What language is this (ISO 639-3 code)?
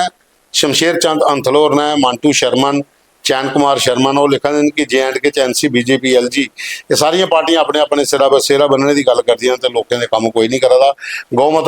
doi